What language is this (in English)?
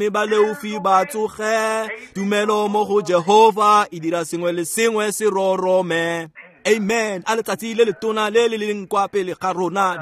Tswana